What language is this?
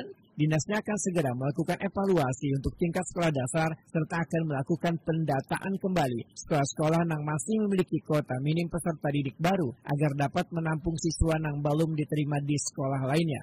Banjar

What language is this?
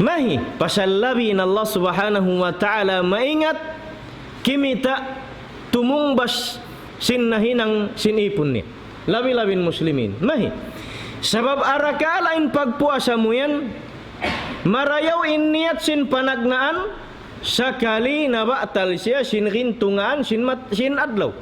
Tausug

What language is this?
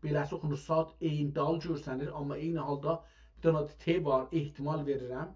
South Azerbaijani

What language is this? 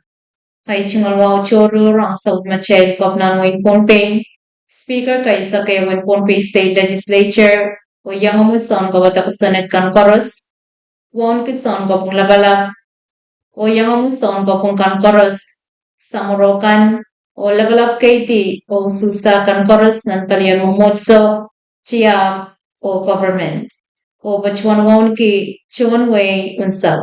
Pohnpeian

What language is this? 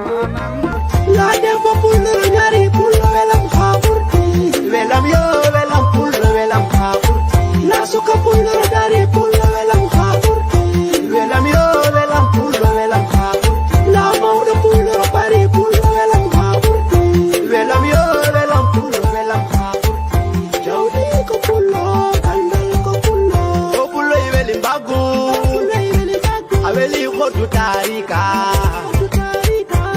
Nigerian Fulfulde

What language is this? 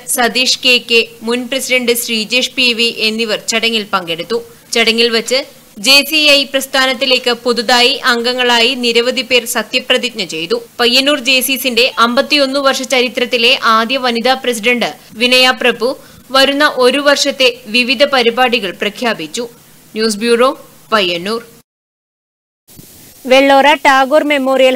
Malayalam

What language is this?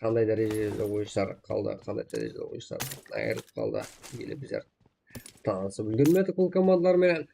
Kara-Kalpak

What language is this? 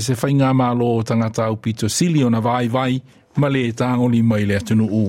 Samoan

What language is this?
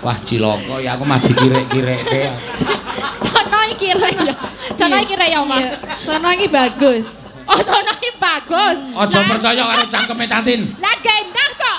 Javanese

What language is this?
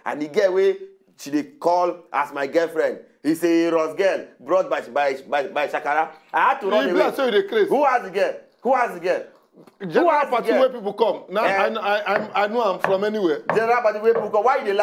Nigerian Pidgin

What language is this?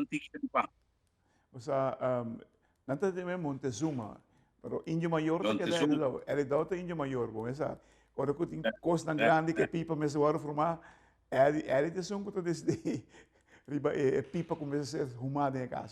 Papiamento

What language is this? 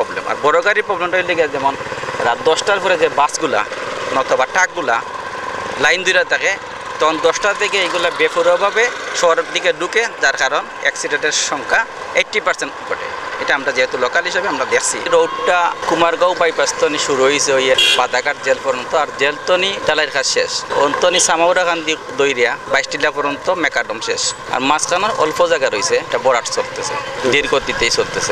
Sylheti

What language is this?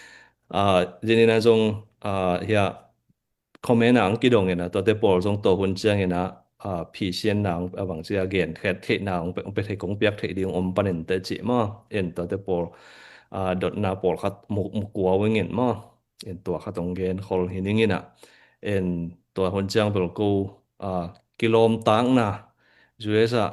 Tedim Chin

